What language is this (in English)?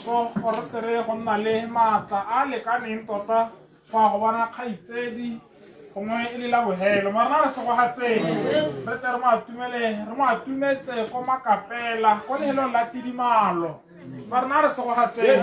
Tswana